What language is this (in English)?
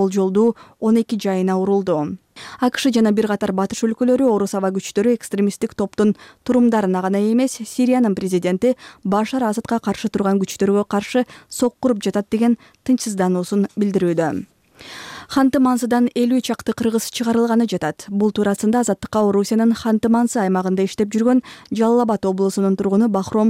Kyrgyz